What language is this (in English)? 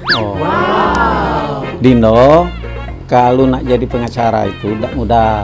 Musi